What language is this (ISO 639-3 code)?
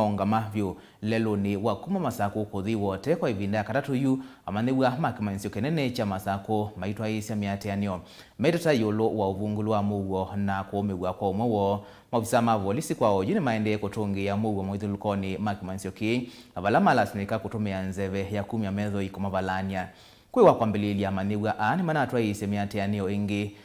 kam